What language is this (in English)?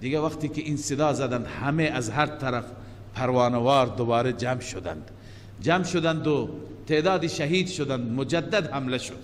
Persian